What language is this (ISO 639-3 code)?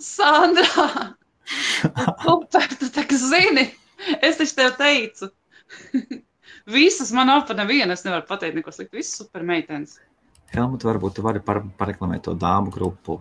lav